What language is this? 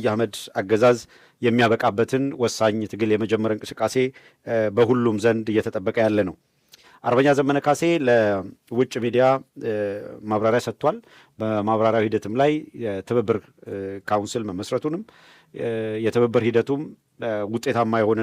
Amharic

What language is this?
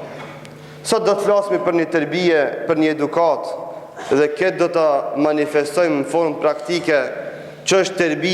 Albanian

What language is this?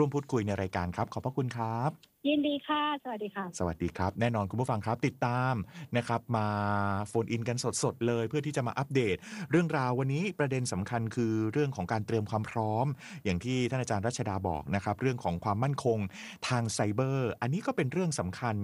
Thai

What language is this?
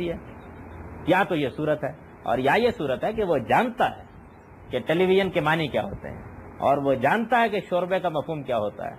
Urdu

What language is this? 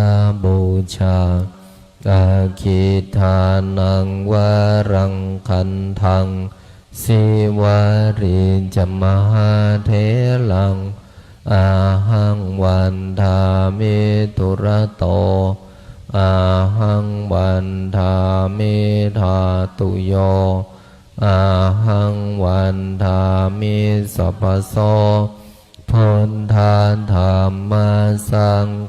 Pali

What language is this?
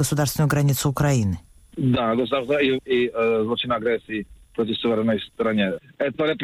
Russian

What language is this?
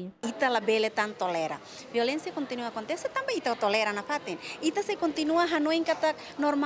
Tetum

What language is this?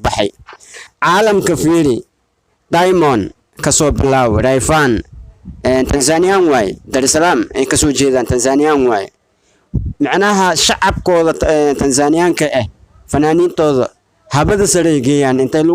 Somali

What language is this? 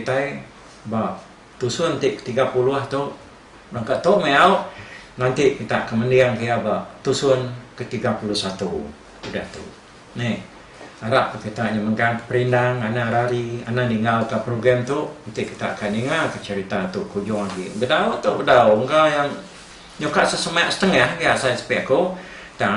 Iban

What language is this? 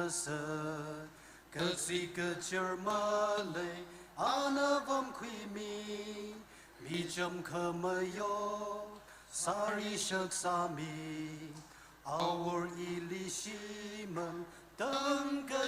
Tangkhul Naga (India)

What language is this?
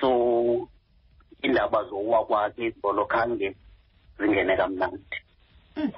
Xhosa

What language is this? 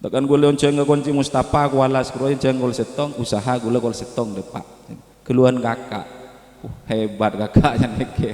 Madurese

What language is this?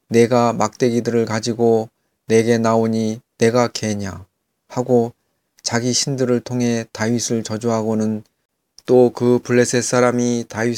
Korean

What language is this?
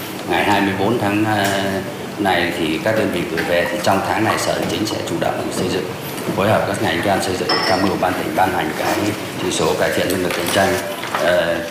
Vietnamese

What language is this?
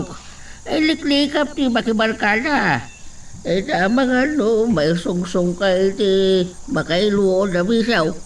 Iloko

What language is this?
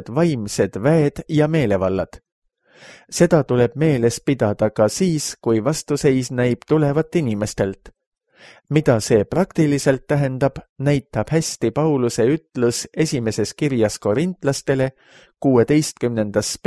Estonian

